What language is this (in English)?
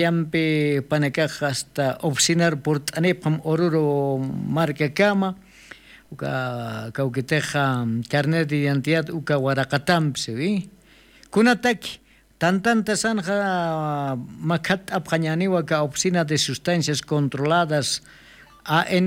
Aymara